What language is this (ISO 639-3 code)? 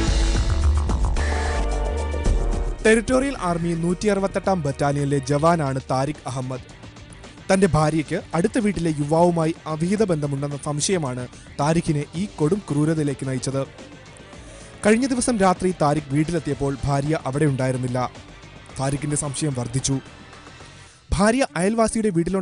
mal